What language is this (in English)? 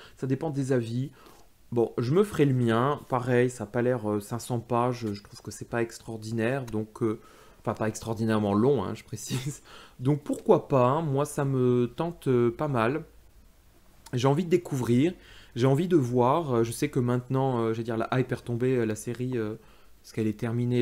French